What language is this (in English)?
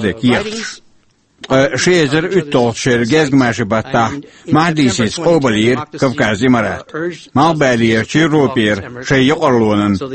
Chechen